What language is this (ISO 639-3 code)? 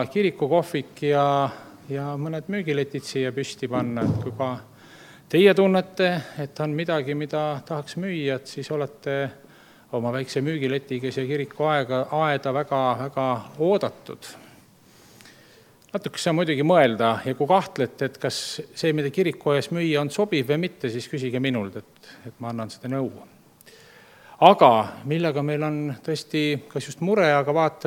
est